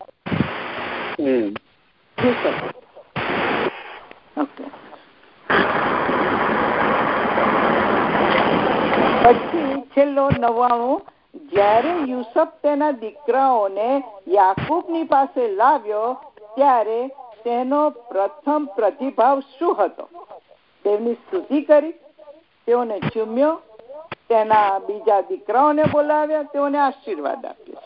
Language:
Gujarati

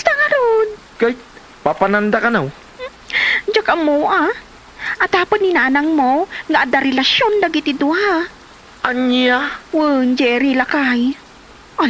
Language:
Iloko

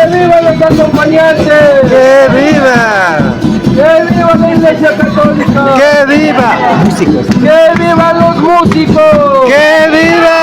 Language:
Imbabura Highland Quichua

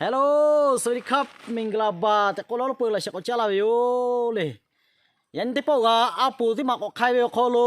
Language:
Lahu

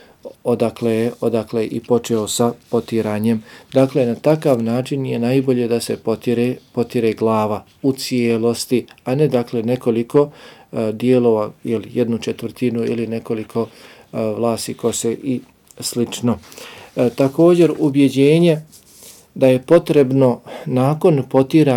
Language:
Bosnian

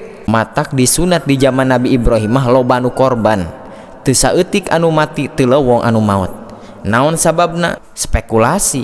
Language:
Sundanese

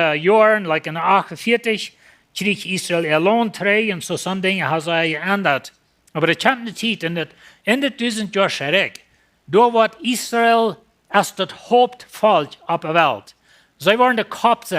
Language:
Plautdietsch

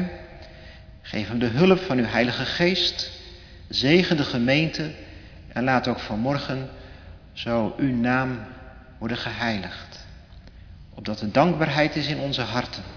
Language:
Dutch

